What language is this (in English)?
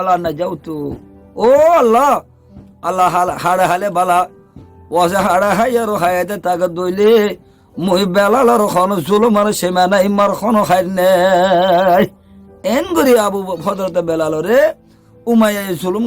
Rohingya